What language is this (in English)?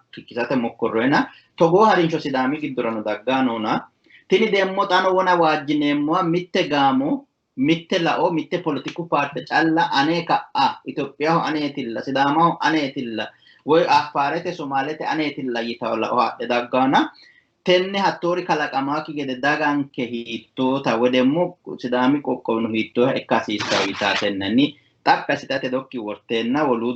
Sidamo